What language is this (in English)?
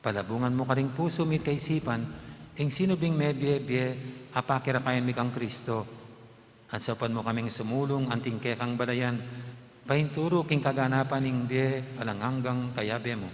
Pampanga